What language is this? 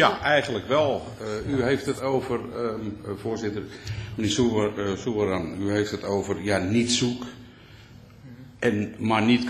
Dutch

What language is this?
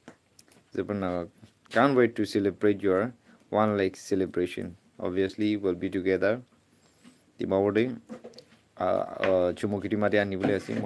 Naga Pidgin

